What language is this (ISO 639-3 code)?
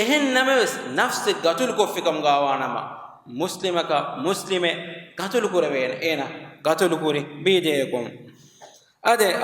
div